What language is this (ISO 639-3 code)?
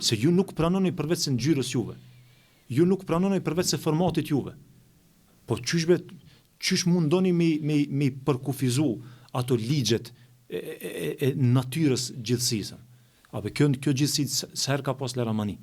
sqi